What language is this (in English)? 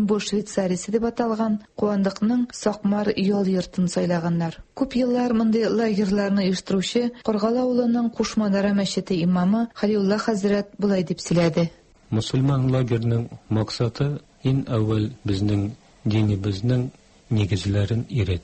Tatar